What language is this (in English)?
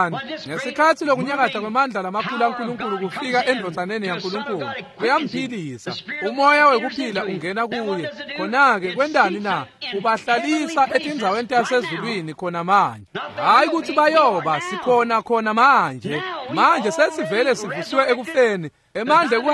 Swati